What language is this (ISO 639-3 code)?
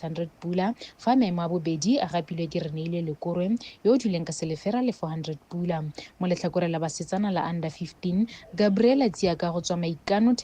tsn